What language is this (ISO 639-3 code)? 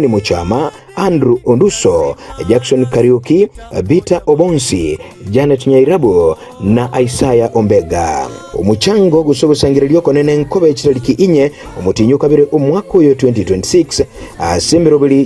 guz